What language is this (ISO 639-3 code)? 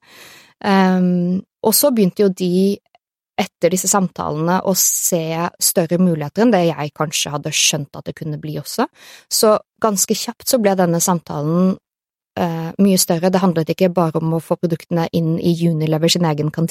nor